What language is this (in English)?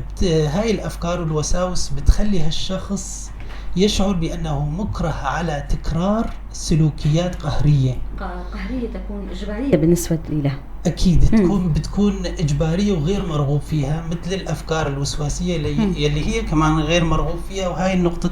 North Levantine Arabic